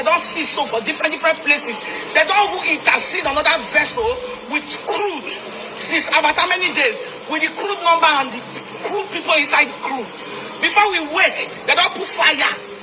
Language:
Nigerian Pidgin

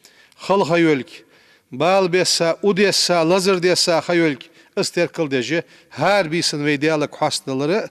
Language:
Ingush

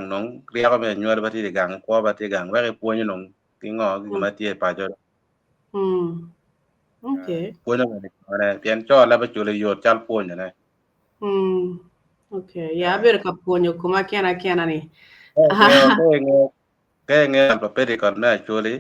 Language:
Acoli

